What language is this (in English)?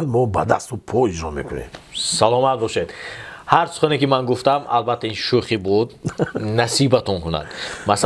Tajik